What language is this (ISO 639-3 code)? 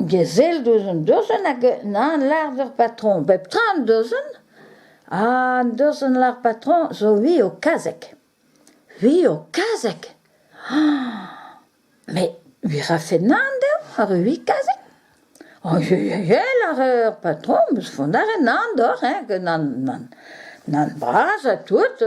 bre